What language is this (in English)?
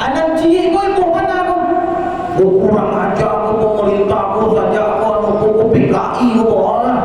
Minangkabau